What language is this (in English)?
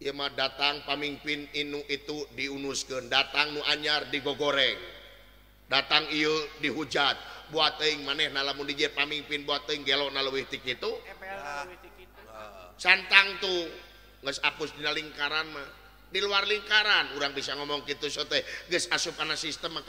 Sundanese